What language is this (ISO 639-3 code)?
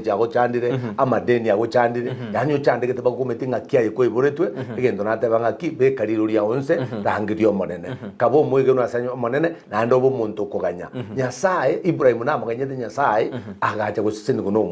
guz